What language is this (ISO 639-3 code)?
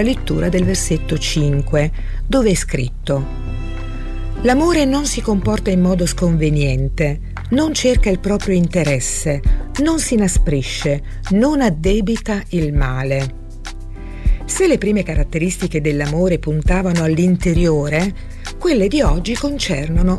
ita